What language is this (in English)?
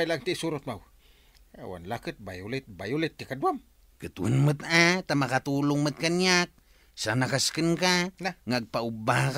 Iloko